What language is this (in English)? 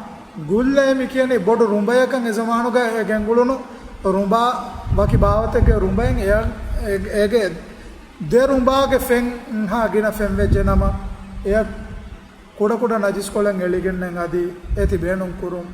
Divehi